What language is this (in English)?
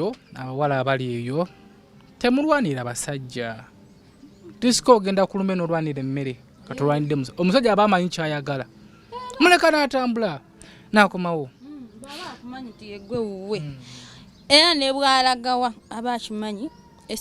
Ganda